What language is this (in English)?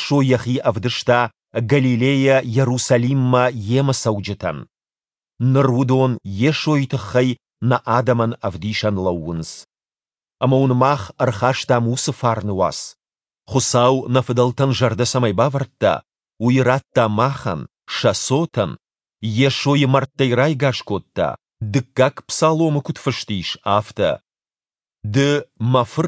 Ossetic